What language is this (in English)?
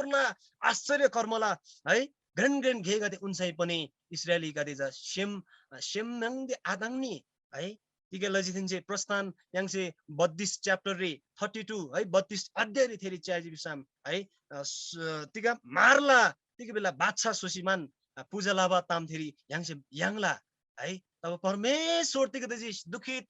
Eastern Tamang